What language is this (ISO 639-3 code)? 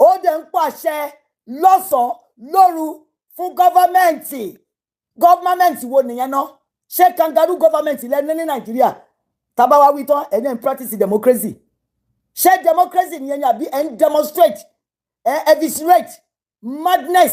yor